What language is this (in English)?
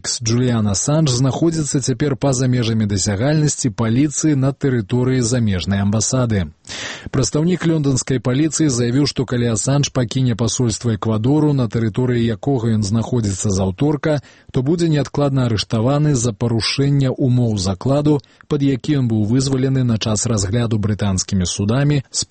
Belarusian